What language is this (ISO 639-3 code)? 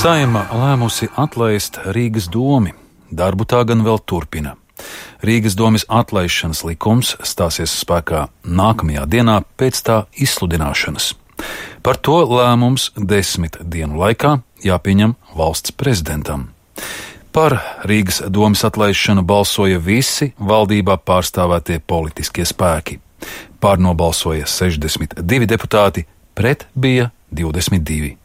lav